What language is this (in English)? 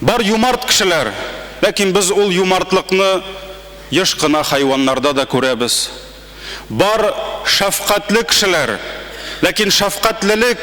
Tatar